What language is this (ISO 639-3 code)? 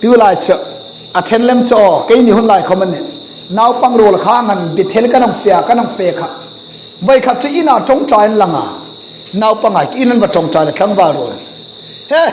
hmr